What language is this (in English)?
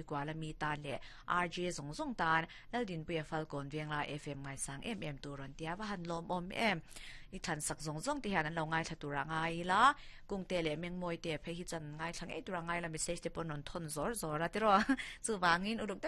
Mizo